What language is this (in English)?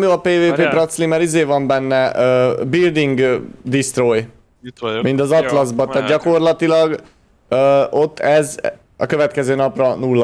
Hungarian